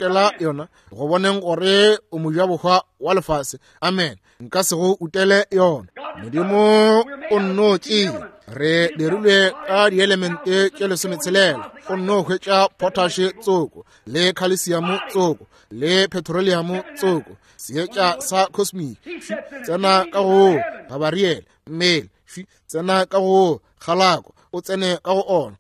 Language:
Northern Sotho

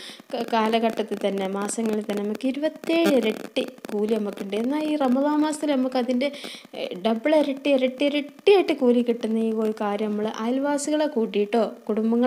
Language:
Malayalam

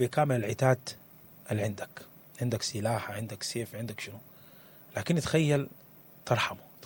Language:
Sudanese Arabic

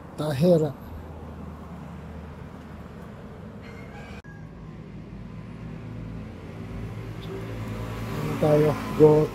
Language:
Filipino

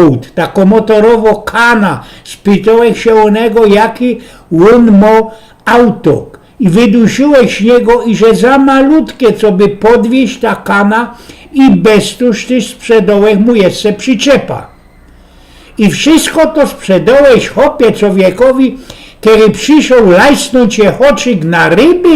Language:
Silesian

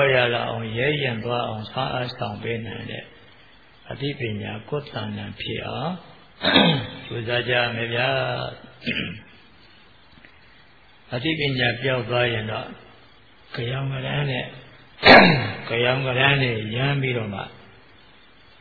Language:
Burmese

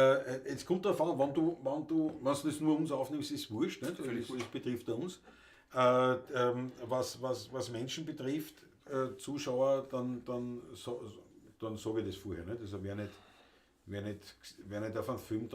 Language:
Bavarian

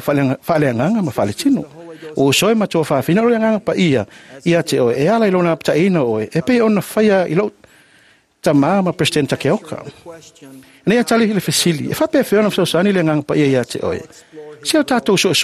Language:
Samoan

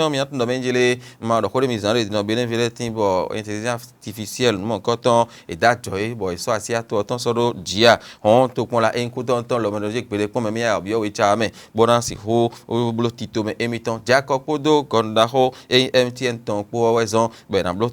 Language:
Fon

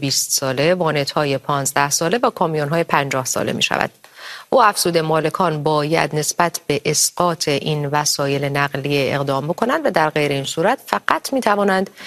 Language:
Persian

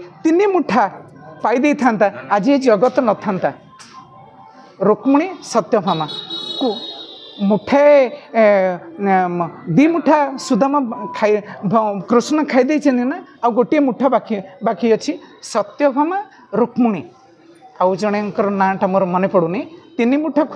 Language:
Odia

